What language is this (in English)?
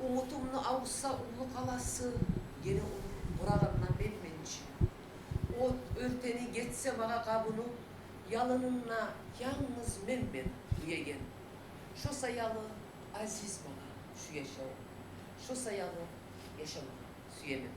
Kumyk